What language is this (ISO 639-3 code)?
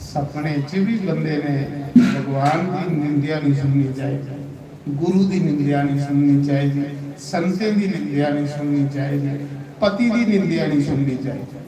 doi